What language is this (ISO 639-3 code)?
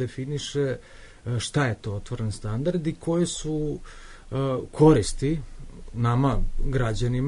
srp